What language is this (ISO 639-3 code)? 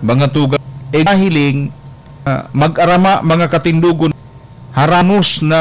bik